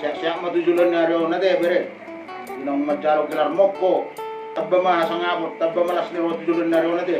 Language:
Batak Toba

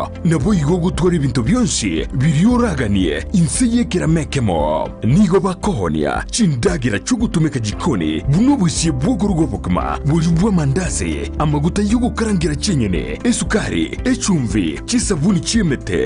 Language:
Gusii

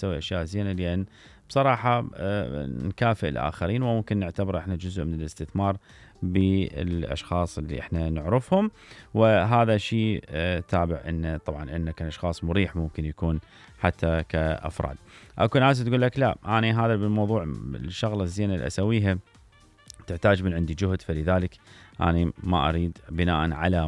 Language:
Mesopotamian Arabic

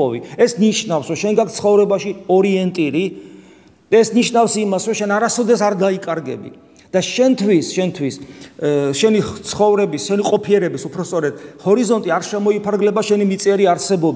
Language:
Georgian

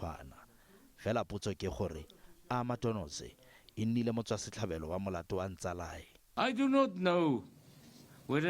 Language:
Tswana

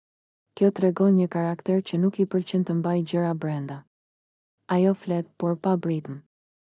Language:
Albanian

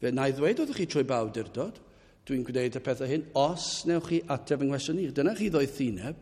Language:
Welsh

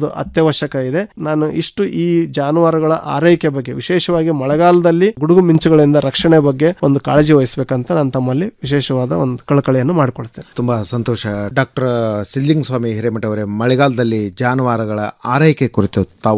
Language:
Kannada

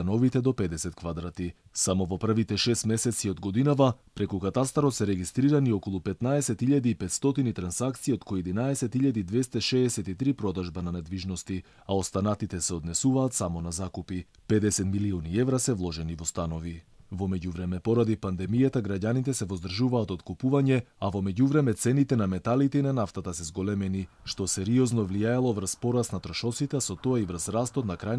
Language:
Macedonian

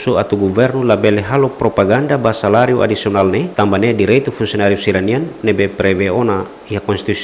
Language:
Tetum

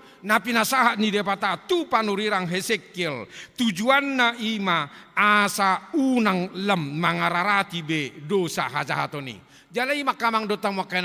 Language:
Batak Toba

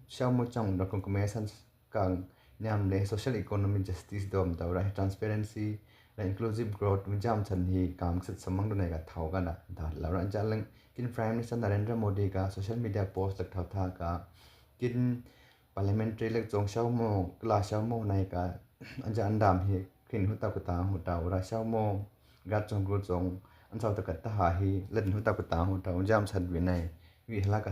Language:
Miju-Mishmi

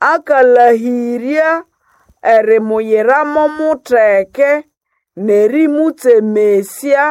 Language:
Nande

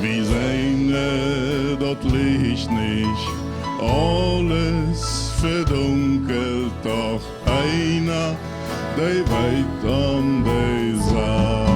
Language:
Plautdietsch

